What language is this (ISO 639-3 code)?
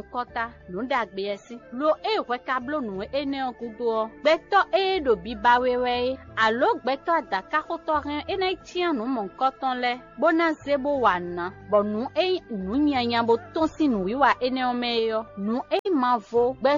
fon